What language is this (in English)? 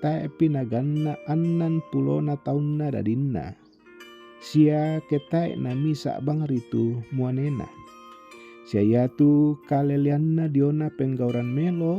Toraja-Sa'dan